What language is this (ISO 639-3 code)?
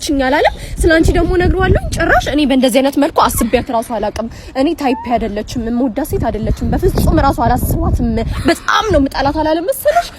amh